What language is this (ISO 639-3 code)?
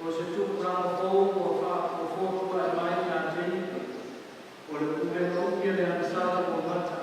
smo